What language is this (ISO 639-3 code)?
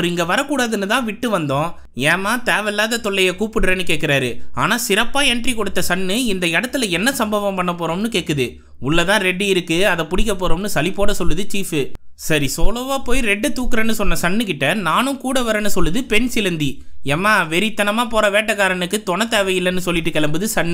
tam